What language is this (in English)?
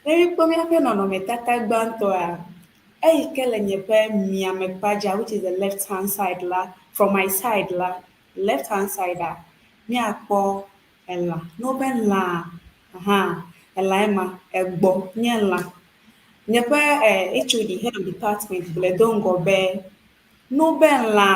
Ewe